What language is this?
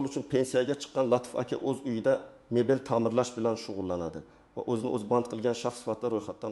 Uzbek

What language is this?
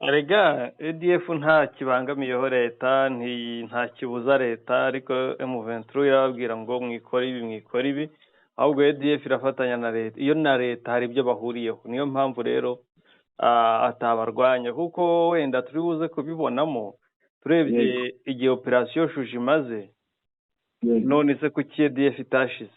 Kinyarwanda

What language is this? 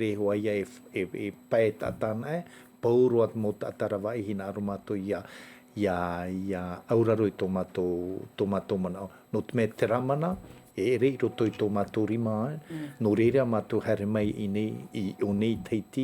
Tahitian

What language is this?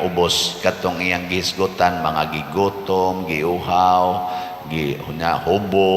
Cebuano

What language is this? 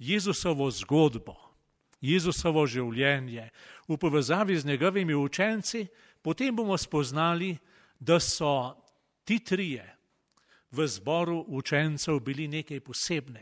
Slovenian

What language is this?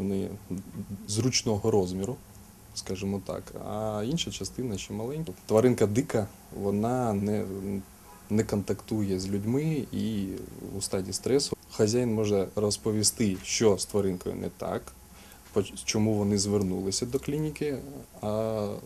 Ukrainian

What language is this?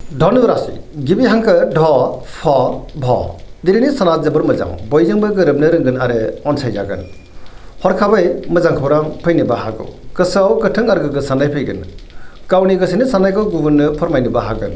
Bodo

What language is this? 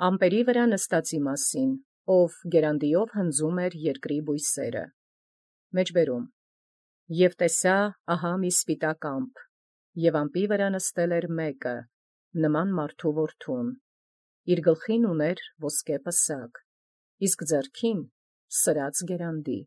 Armenian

